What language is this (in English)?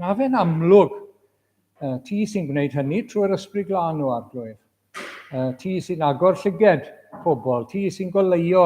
Welsh